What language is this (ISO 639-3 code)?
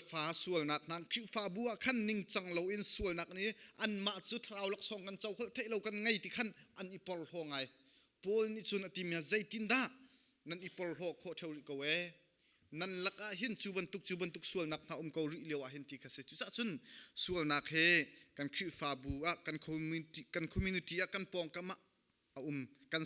cnh